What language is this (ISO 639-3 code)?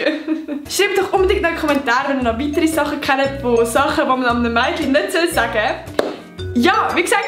gsw